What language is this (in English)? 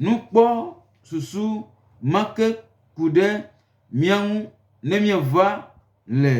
Gen